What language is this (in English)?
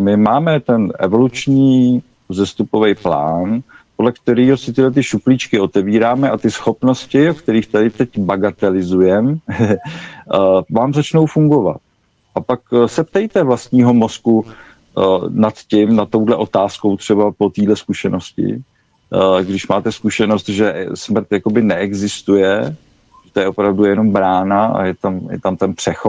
Czech